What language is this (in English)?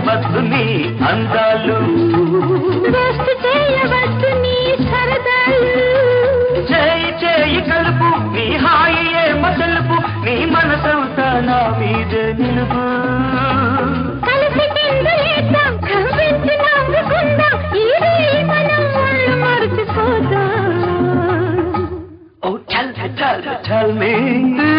Telugu